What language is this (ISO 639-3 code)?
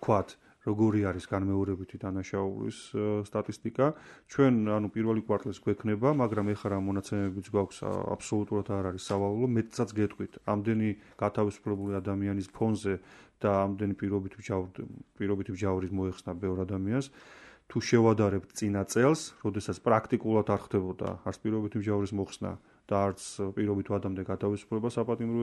kat